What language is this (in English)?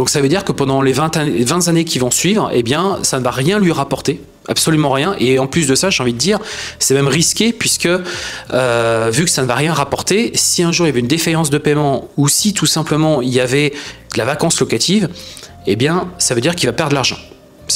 French